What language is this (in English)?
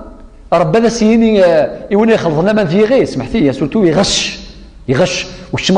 Kabyle